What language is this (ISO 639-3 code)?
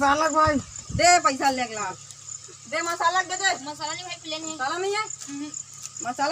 hne